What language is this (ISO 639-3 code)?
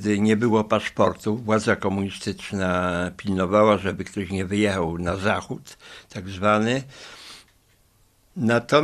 pol